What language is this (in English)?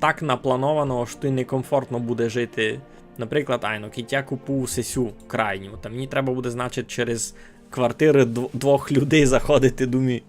Rusyn